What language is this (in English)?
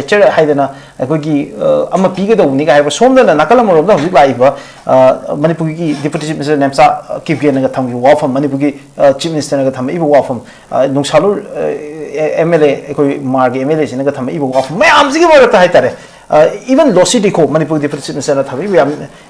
Manipuri